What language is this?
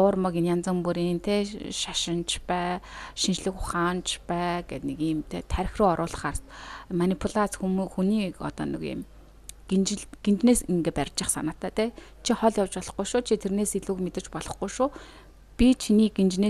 Mongolian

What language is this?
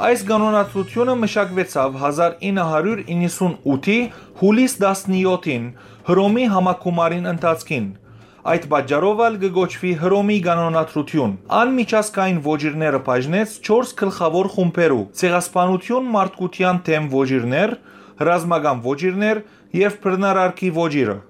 Western Armenian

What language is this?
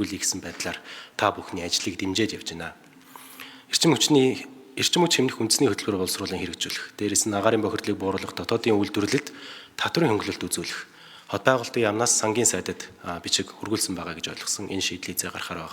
Mongolian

